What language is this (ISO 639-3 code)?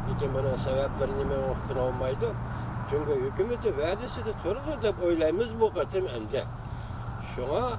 uig